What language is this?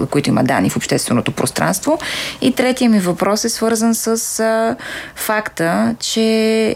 Bulgarian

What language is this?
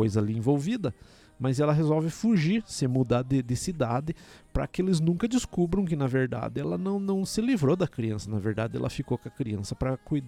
Portuguese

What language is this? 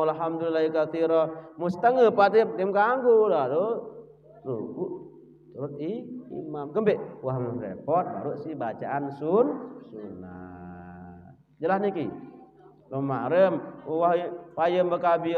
Sasak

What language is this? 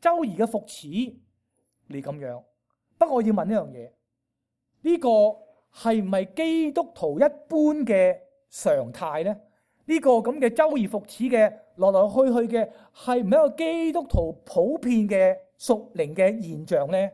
Cantonese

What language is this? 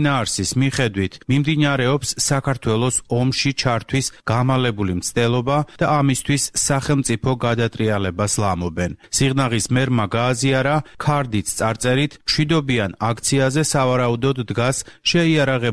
Georgian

